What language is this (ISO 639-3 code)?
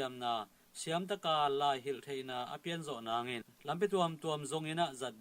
ctd